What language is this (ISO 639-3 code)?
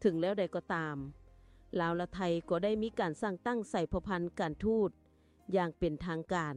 lao